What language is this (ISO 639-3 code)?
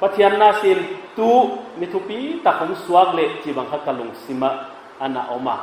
pck